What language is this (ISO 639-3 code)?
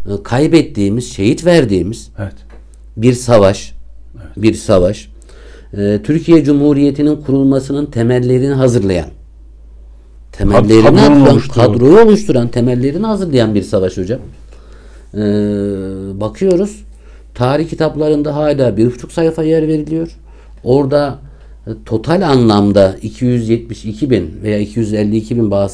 tur